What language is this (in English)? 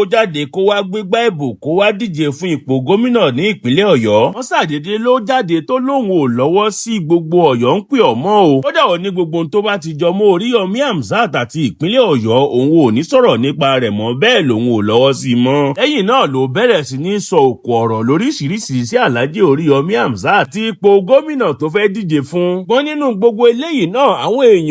Yoruba